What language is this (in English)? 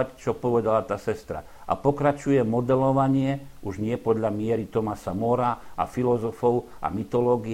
Slovak